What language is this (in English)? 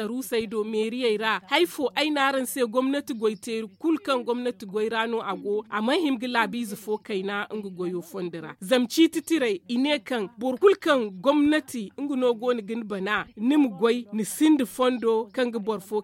Zarma